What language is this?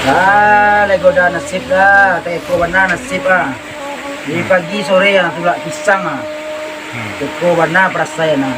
Minangkabau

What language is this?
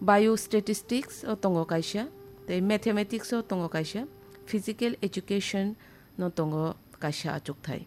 Kok Borok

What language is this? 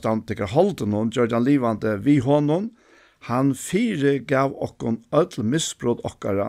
Faroese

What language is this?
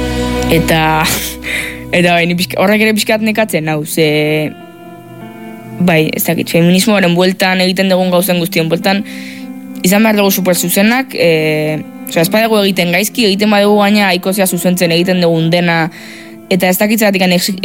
Basque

